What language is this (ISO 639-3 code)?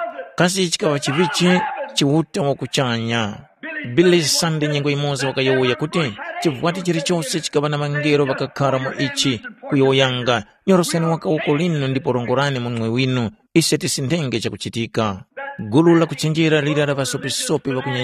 tum